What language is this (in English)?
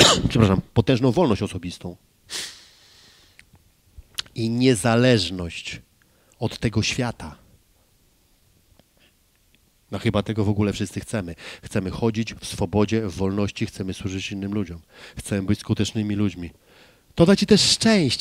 Polish